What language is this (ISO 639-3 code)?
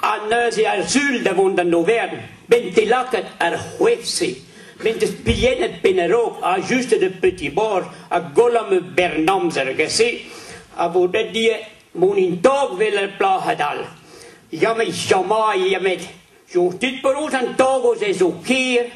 bre